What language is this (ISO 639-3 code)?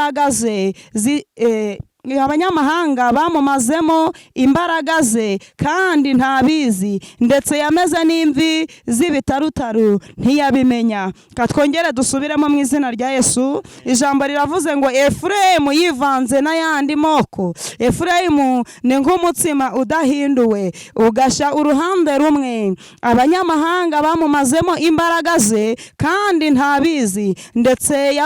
kin